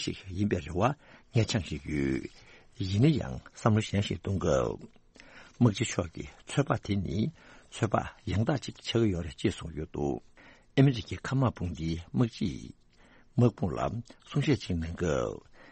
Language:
Tibetan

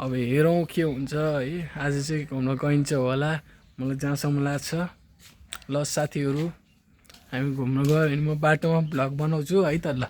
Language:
Nepali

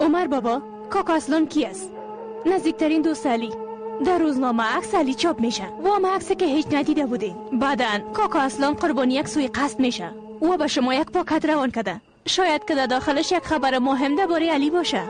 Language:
Persian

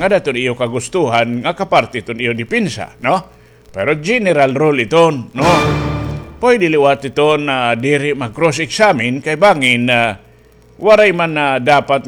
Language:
Waray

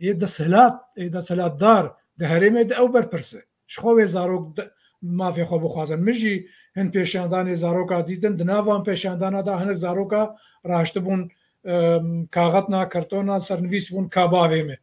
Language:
Kurdish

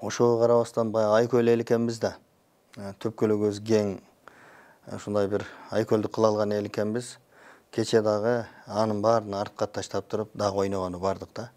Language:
Kyrgyz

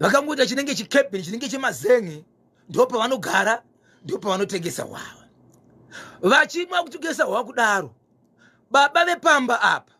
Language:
Shona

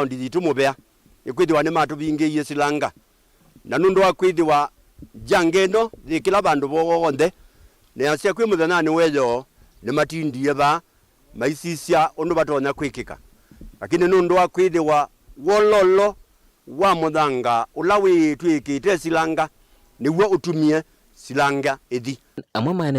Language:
Kamba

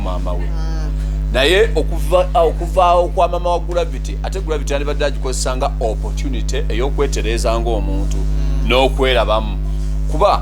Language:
Ganda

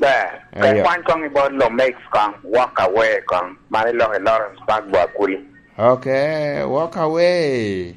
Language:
Lango (Uganda)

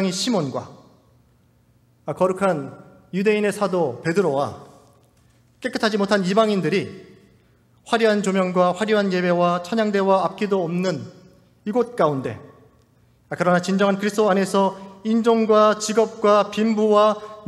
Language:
Korean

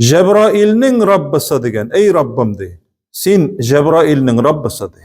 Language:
Tatar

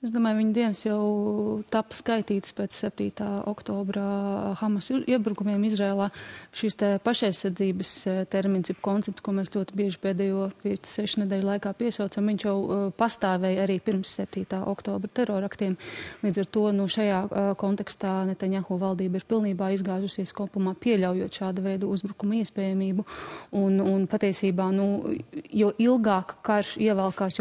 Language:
Latvian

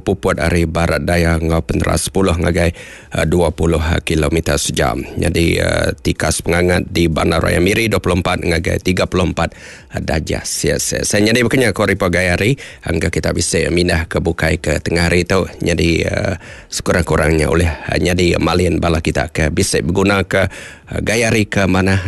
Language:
Iban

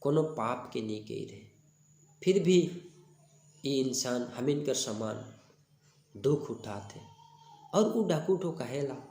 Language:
Sadri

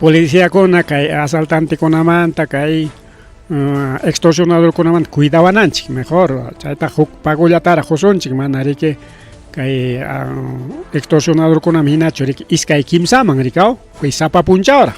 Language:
Ayacucho Quechua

